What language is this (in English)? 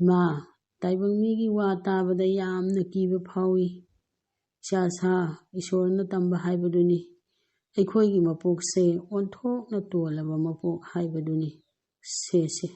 Manipuri